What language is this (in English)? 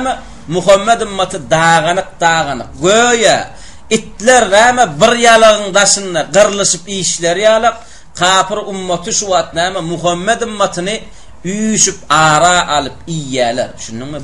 Turkmen